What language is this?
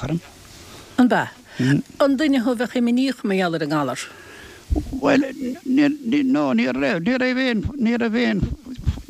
Irish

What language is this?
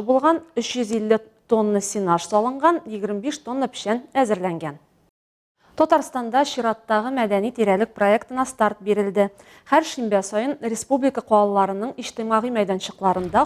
Tatar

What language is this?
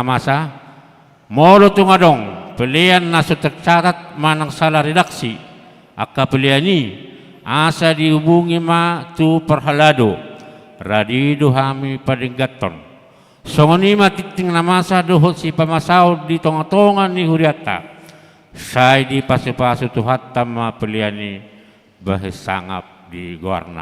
Batak Toba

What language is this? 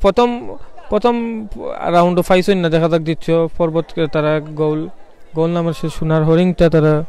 Sylheti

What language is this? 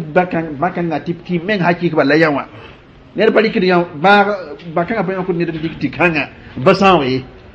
Mossi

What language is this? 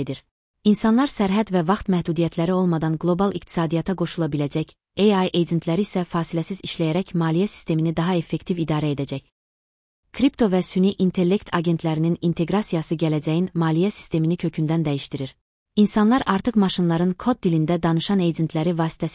Azerbaijani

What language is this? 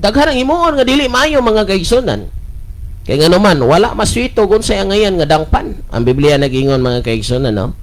Cebuano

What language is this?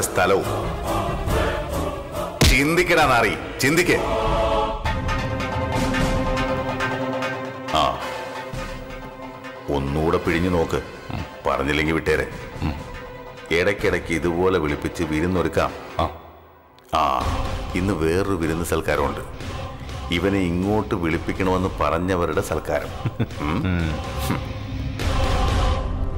Malayalam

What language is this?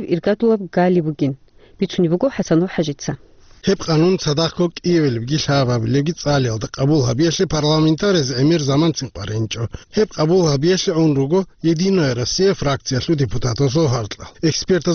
Avaric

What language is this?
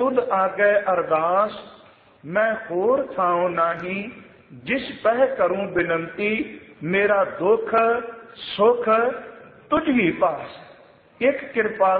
Punjabi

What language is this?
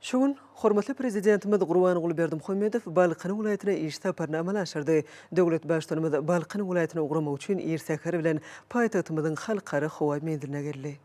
Turkmen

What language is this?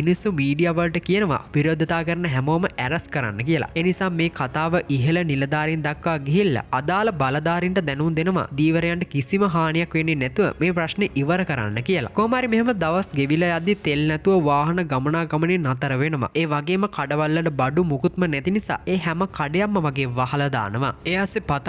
Sinhala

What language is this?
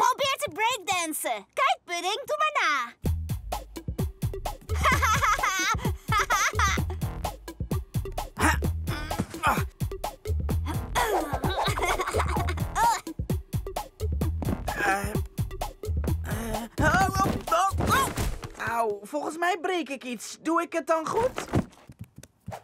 Dutch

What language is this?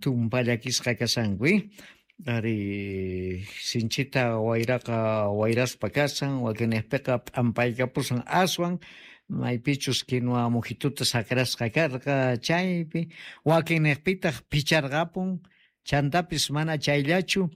South Bolivian Quechua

